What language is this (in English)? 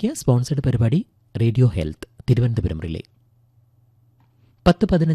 Malayalam